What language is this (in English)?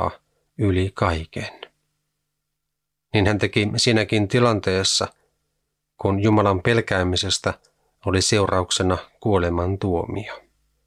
Finnish